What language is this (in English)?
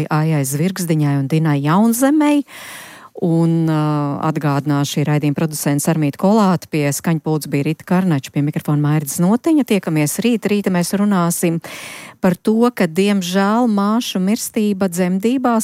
Latvian